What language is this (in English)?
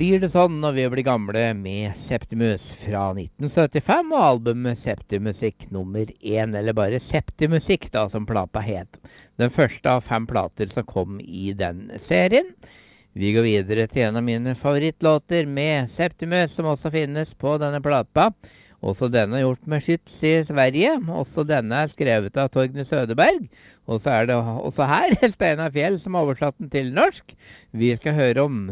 Norwegian